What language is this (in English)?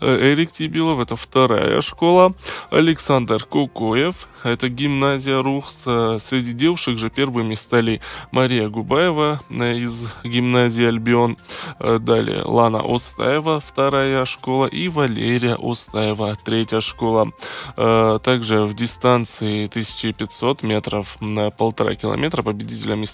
Russian